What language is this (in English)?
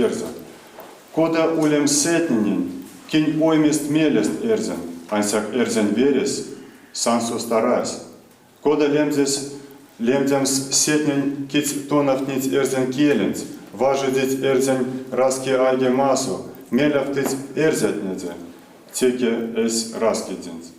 Erzya